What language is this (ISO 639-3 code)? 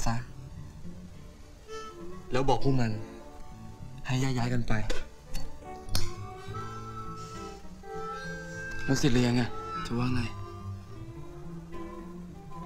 tha